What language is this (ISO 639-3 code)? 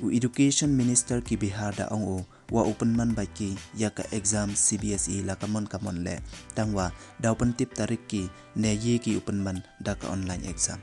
pbv